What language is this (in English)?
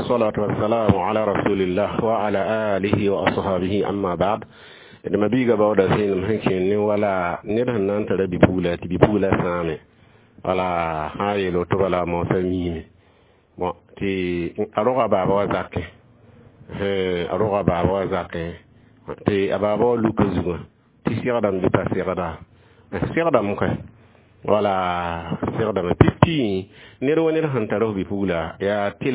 Mossi